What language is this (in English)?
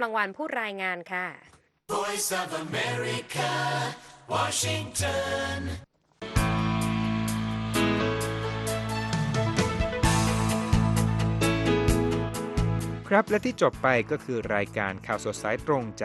Thai